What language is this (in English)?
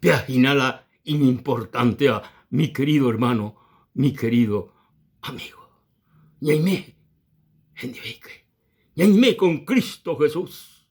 Guarani